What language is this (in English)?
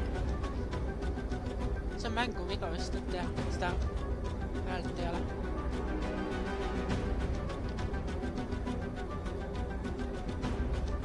Estonian